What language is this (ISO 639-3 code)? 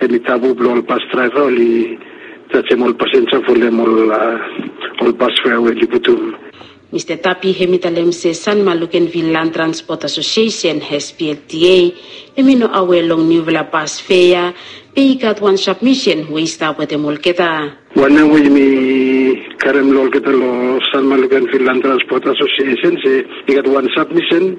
bis